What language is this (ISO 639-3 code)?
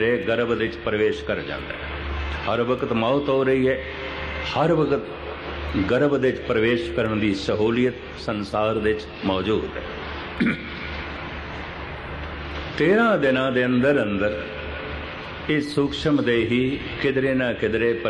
pan